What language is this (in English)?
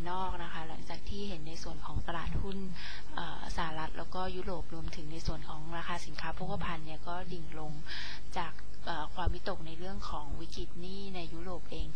Thai